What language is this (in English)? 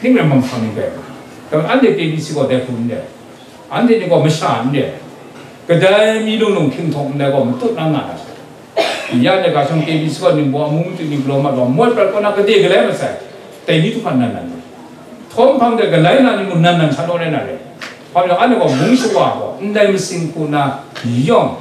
Kachin